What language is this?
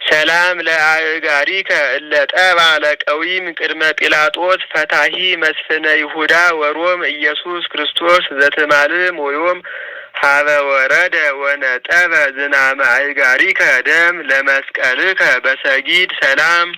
Geez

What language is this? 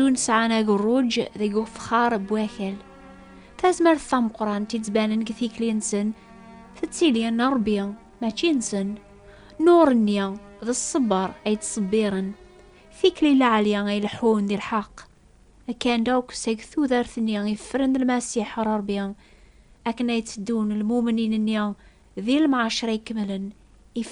Kabyle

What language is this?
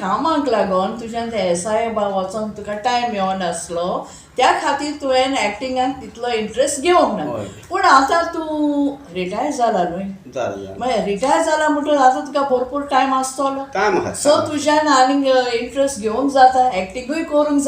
Konkani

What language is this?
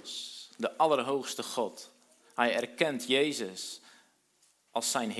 Dutch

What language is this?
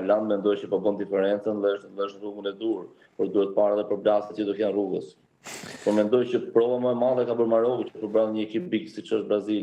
Albanian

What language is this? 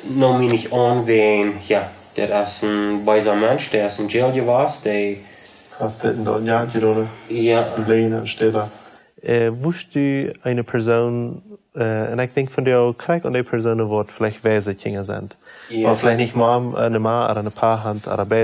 Plautdietsch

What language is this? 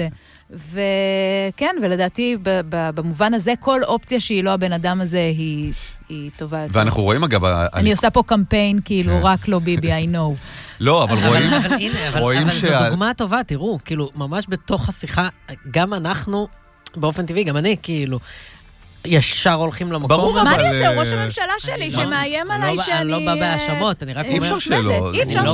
Hebrew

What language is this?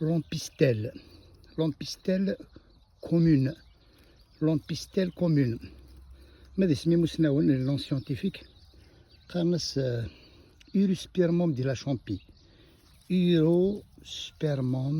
Kabyle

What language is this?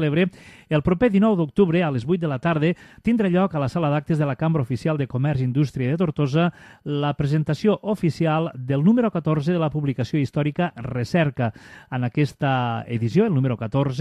Catalan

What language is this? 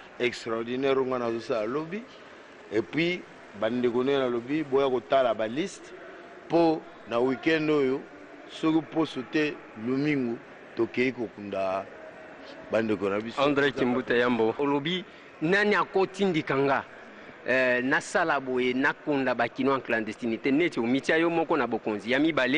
Lingala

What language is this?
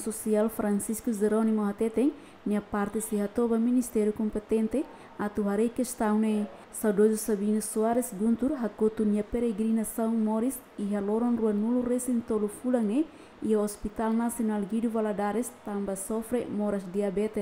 Tetum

